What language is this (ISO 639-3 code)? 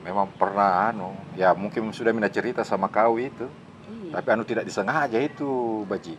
mfp